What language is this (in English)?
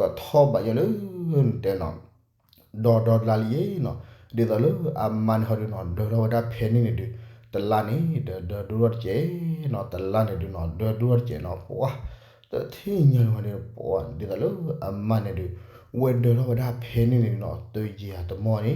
S'gaw Karen